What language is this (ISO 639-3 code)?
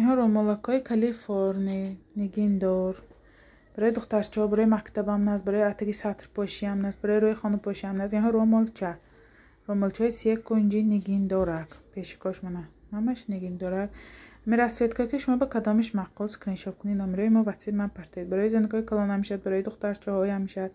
tgk